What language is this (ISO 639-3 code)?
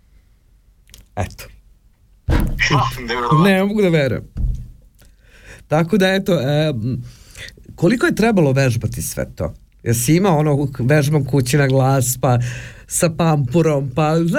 srp